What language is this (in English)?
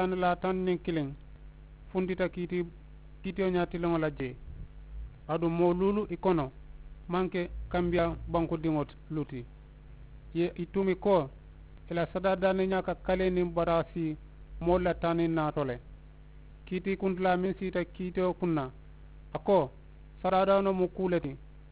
Mandingo